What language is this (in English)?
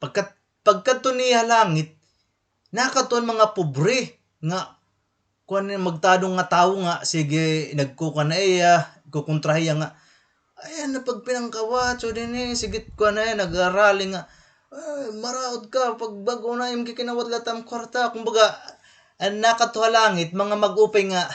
Waray